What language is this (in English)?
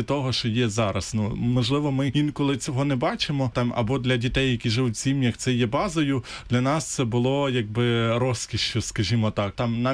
Ukrainian